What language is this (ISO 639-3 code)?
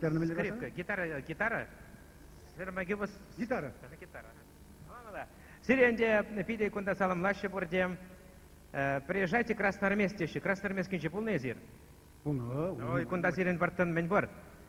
chv